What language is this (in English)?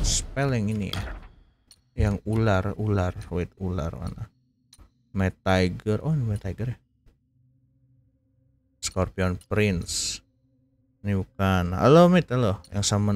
Indonesian